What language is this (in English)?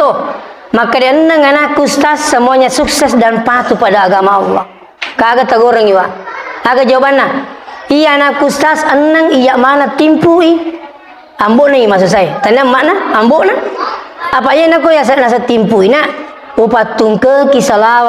Buginese